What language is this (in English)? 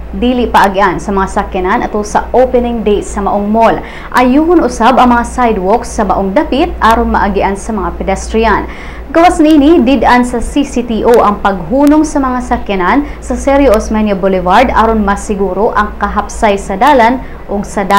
Cebuano